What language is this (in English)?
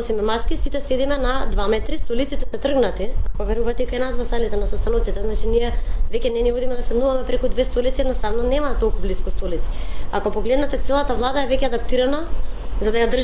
Macedonian